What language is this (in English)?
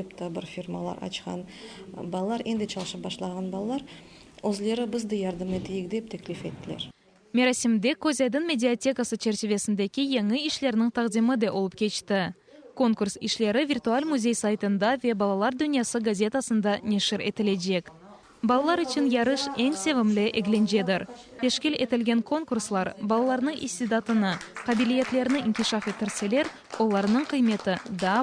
Crimean Tatar